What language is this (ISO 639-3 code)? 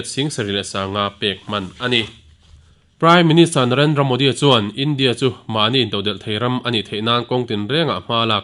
lus